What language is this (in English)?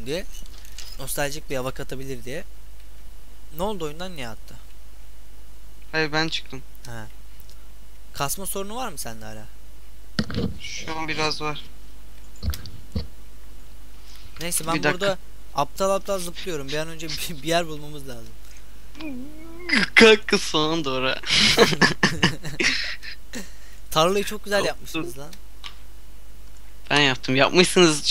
Turkish